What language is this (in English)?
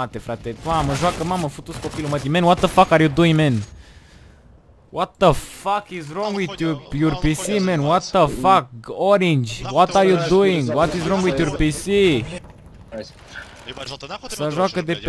Romanian